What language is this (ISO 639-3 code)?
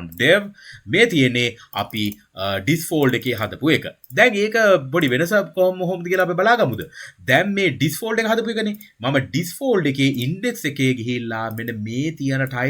sin